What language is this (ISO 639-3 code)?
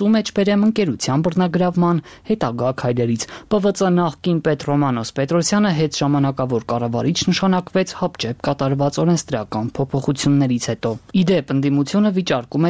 hye